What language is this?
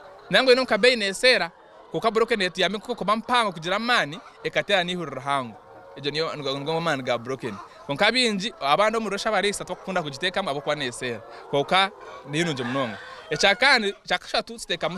Nyankole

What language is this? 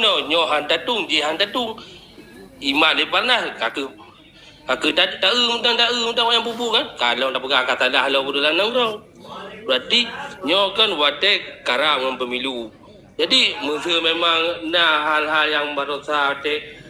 Achinese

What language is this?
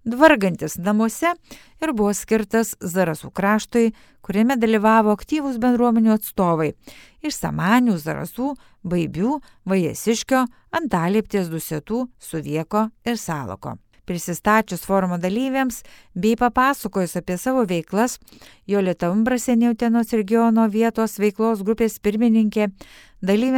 Lithuanian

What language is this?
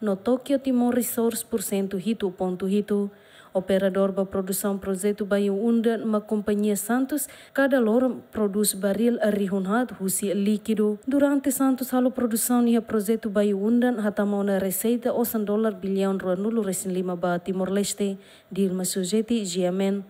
Tetum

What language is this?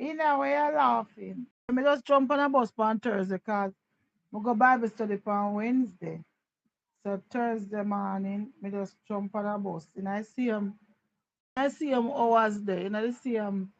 Jamaican Creole English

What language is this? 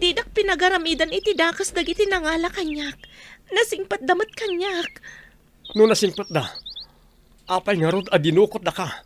Iloko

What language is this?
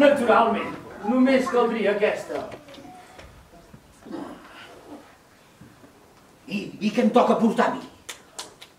Catalan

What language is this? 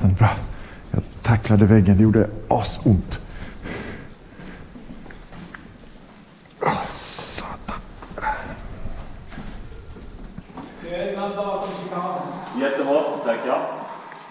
Swedish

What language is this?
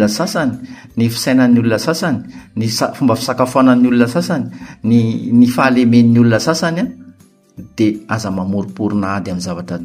Malagasy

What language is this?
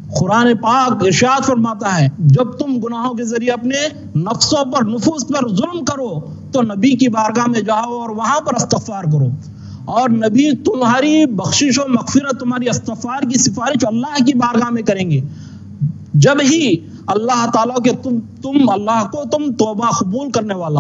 Urdu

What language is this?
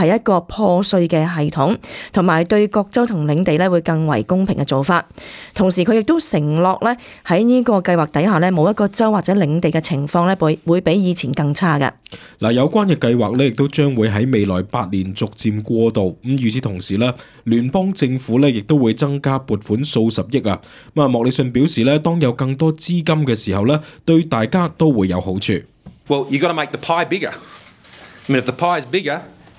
Cantonese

